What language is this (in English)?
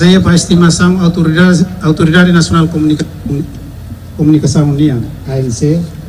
Tetum